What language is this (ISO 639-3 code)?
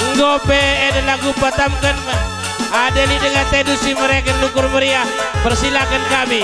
btx